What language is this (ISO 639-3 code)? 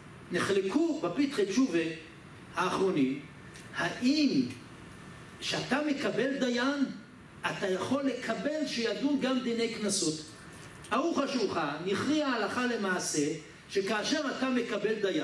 heb